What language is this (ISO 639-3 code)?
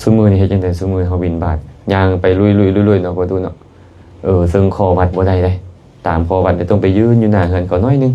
lao